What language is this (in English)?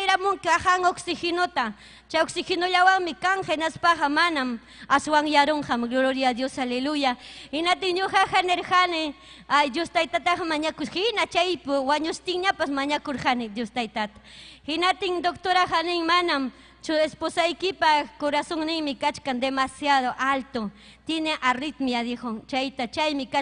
Ayacucho Quechua